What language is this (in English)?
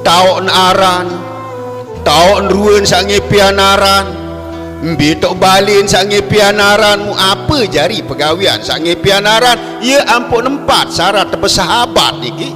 Sasak